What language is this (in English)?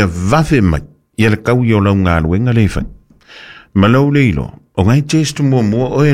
Samoan